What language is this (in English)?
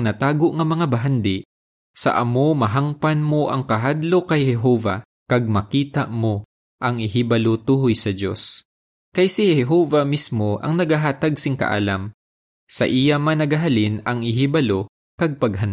Hiligaynon